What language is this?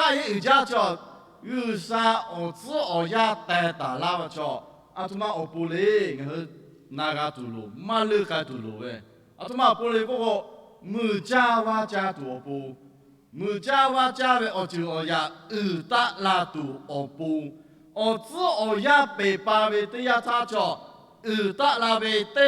Lahu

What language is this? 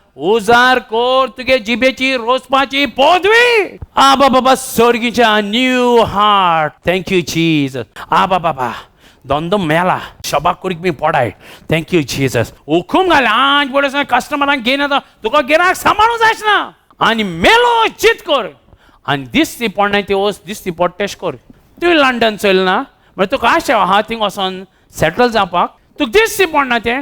Konkani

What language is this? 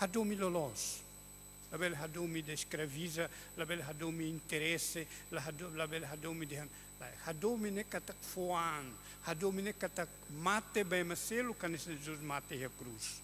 Tetum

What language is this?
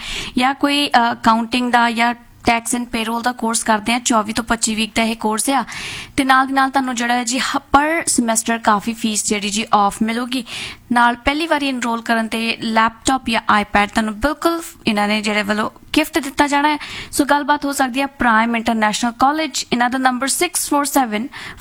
Punjabi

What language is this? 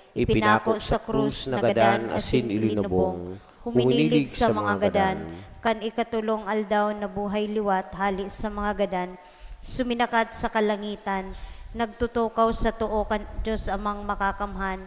Bikol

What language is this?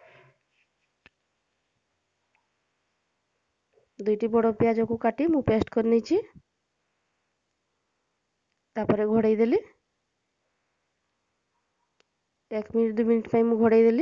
Odia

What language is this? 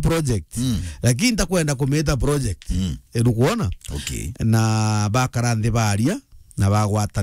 Meru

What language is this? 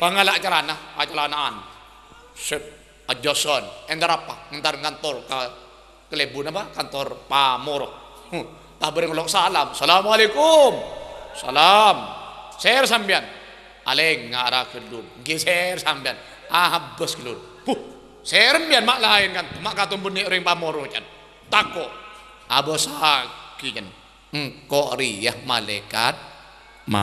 Madurese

